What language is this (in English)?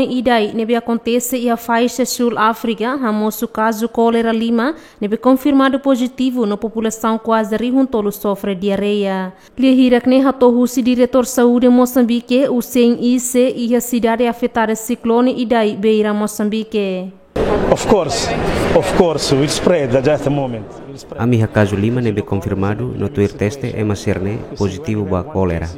Tetum